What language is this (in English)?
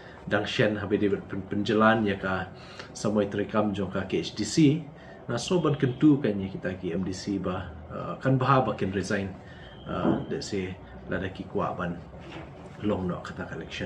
Khasi